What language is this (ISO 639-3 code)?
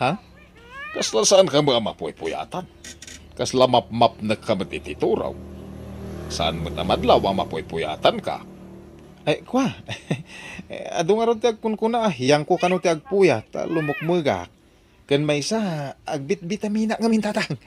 ilo